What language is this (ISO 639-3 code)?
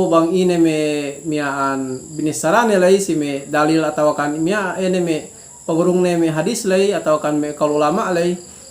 yka